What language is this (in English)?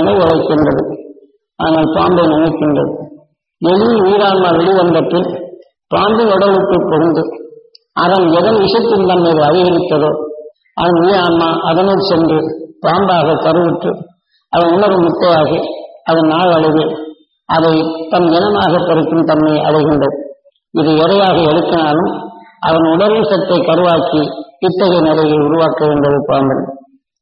Tamil